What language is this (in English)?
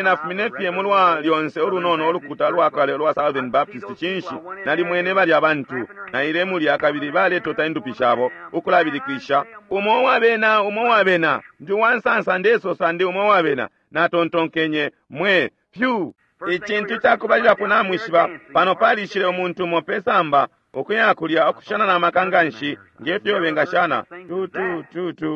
Bemba